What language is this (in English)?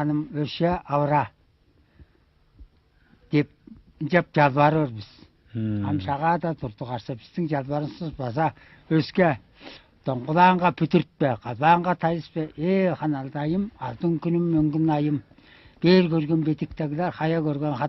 Tuvinian